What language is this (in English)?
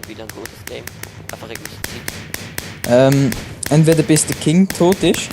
Swiss German